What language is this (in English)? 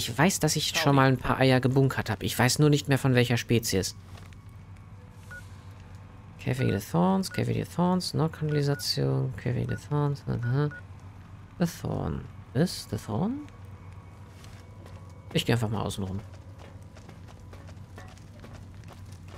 German